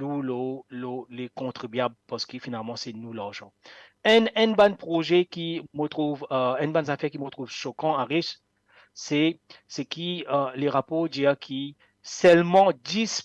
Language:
Morisyen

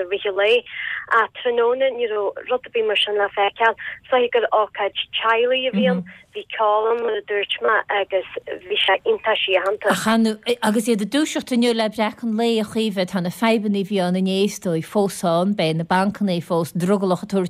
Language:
Irish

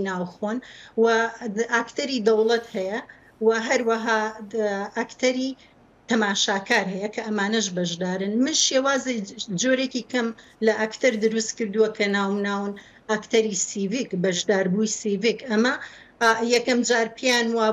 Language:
Central Kurdish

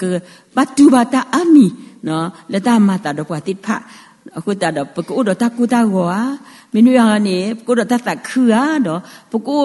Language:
S'gaw Karen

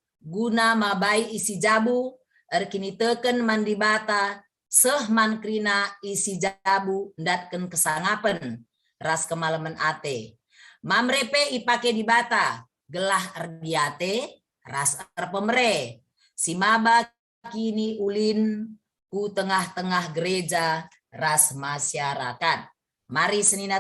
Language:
Batak Karo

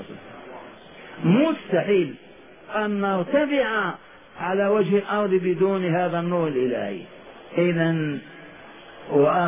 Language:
Arabic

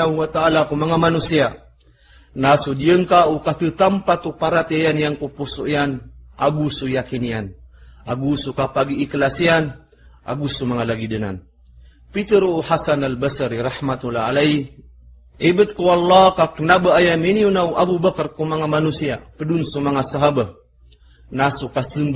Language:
Maranao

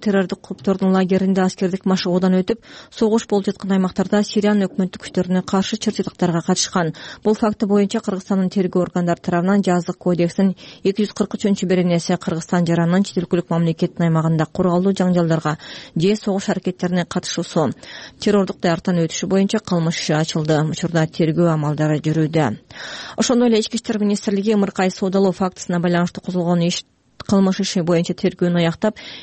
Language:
Kyrgyz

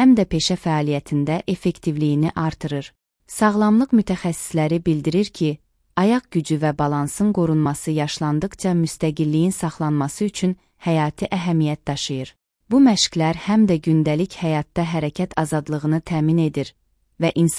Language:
Azerbaijani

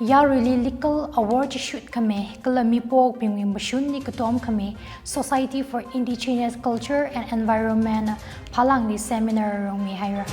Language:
Tangkhul Naga (India)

